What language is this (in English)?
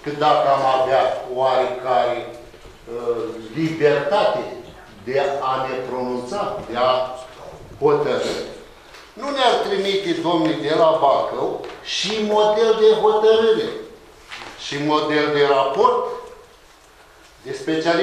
Romanian